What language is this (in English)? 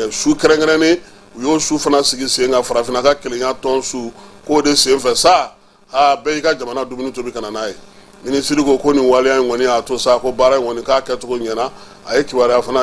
Bambara